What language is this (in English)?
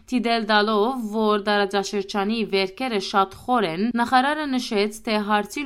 Western Armenian